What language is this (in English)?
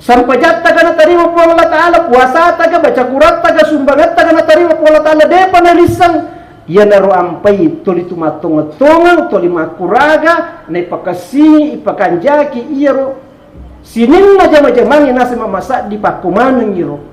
Buginese